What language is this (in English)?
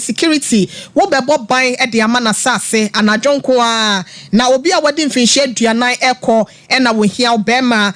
Akan